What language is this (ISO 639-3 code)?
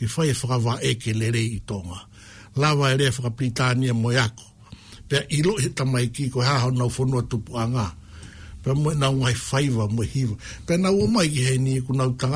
ton